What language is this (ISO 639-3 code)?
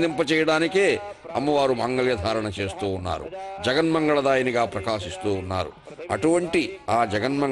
tel